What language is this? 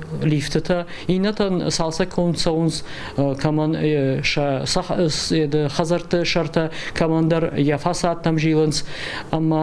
Ossetic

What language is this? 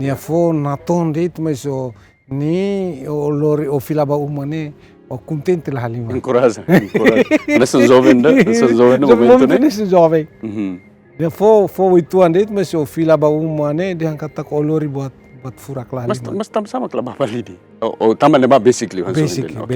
Tetum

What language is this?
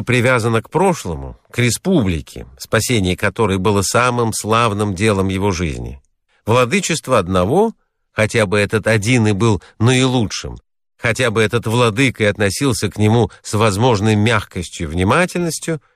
Russian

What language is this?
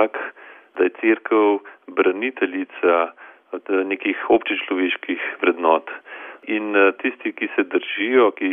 Slovenian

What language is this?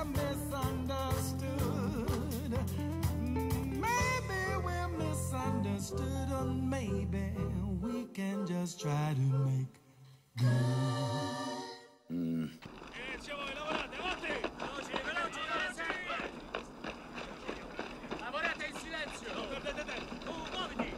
Italian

